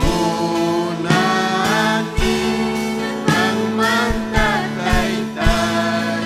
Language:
Ayacucho Quechua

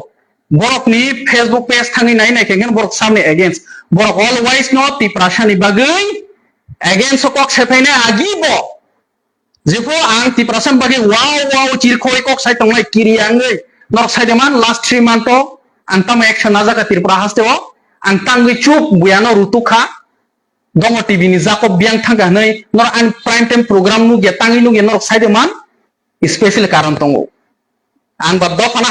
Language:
Kok Borok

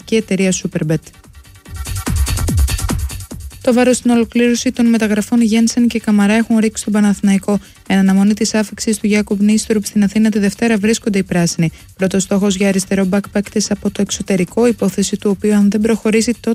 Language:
Greek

